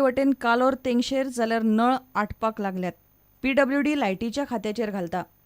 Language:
Konkani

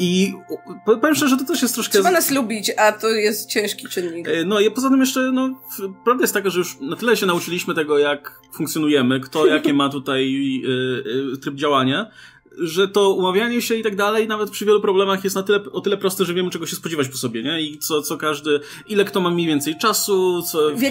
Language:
Polish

